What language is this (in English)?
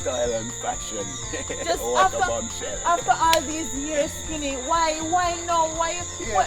Jamaican Creole English